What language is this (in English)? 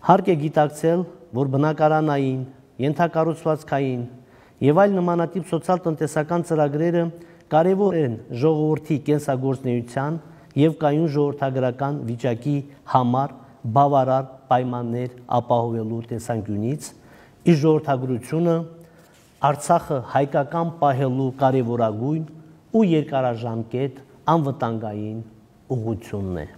Armenian